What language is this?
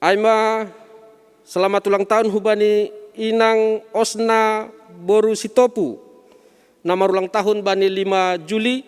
Batak Simalungun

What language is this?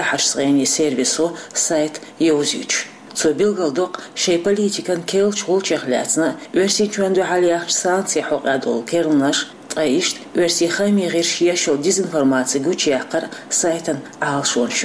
Chechen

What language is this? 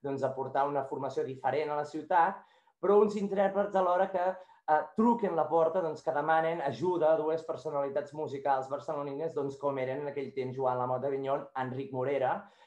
Catalan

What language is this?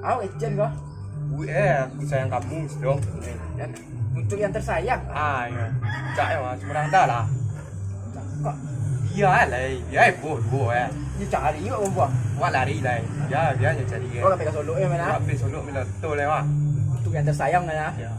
Minangkabau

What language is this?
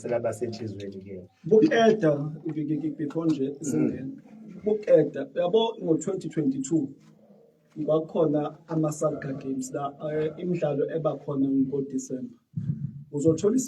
Zulu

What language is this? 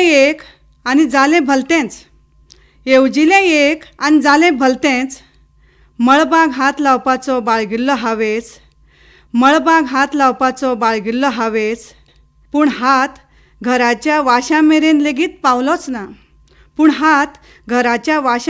Konkani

